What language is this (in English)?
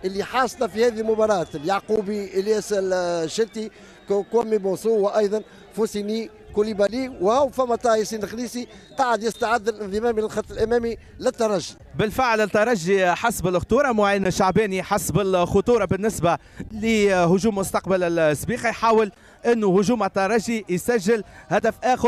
Tunisian Arabic